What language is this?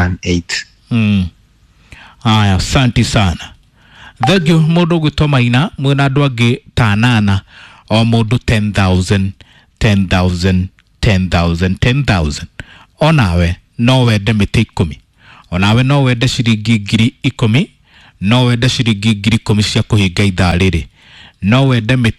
Kikuyu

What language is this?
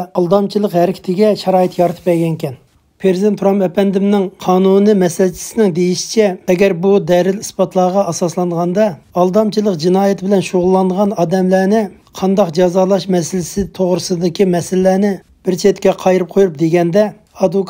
Uyghur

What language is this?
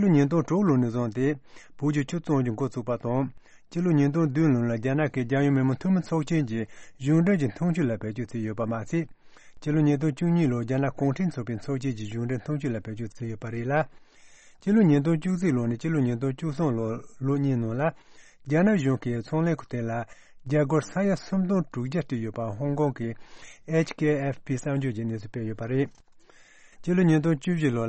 Tibetan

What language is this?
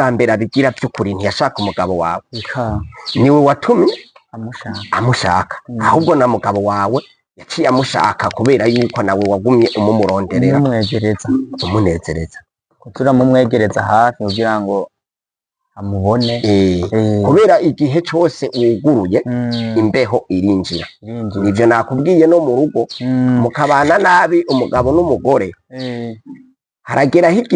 Rundi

